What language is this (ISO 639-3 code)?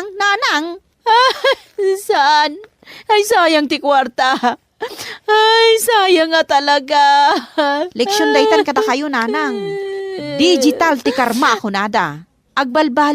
ilo